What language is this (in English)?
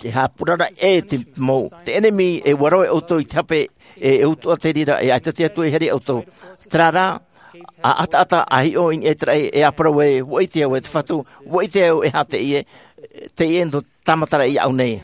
Tahitian